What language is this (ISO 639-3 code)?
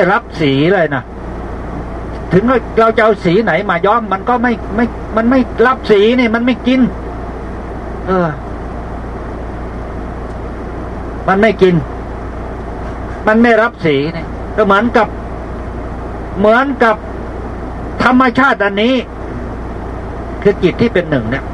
tha